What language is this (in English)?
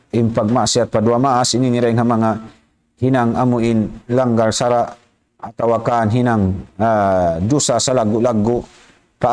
Tausug